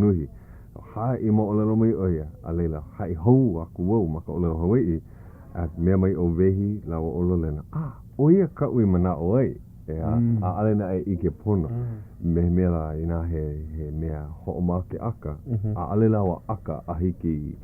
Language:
Hawaiian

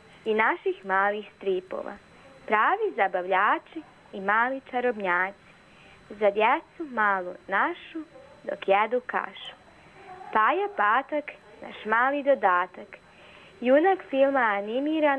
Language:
Serbian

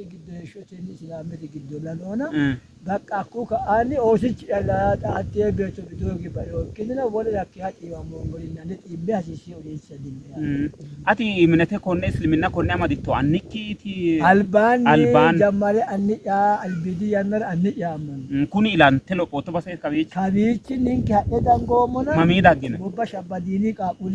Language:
Sidamo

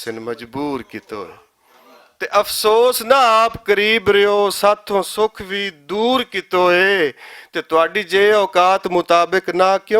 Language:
Western Panjabi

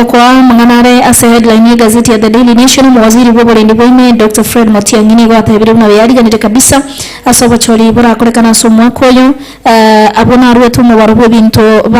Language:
Gusii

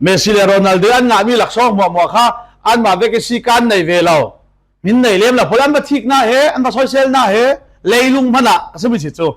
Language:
Falam Chin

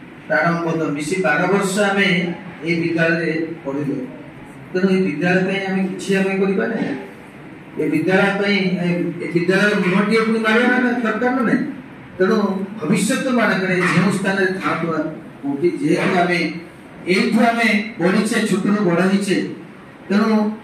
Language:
Odia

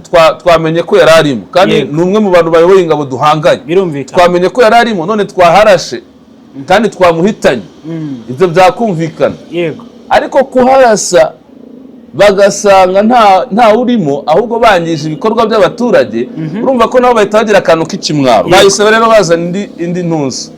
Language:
Kinyarwanda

